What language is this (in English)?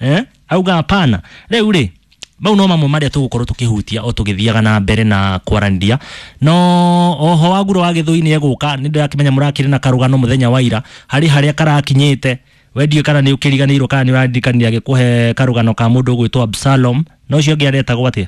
Kikuyu